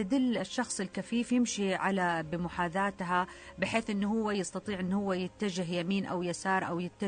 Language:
Najdi Arabic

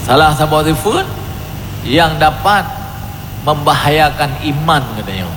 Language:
Achinese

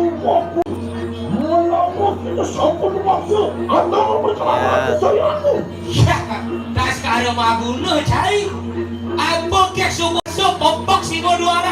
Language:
Balinese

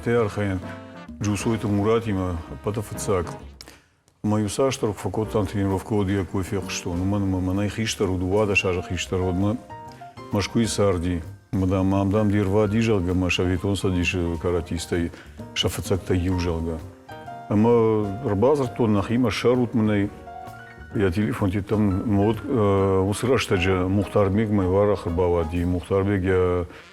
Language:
Ossetic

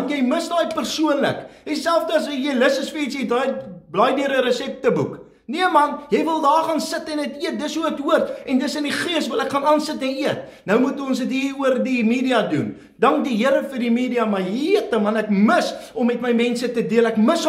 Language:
Afrikaans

